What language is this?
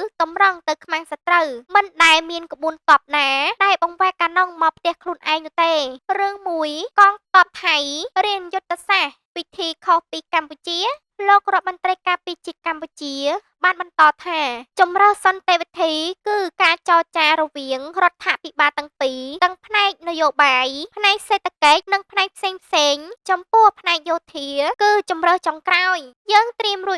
Khmer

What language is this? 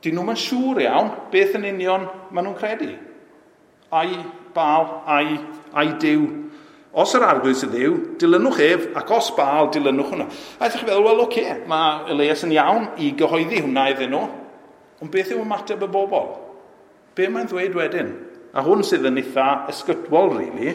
Welsh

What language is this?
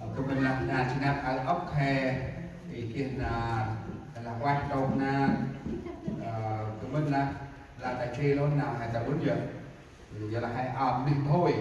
Central Mnong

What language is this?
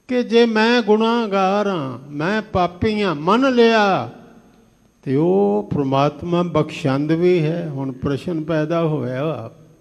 Punjabi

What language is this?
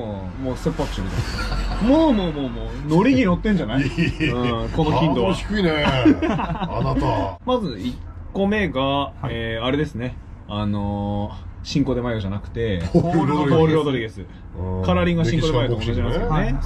Japanese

